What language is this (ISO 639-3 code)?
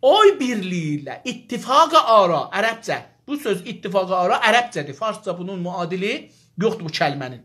azb